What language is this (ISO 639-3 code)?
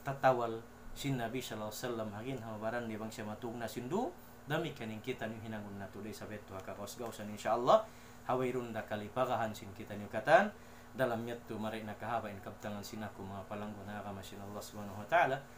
tsg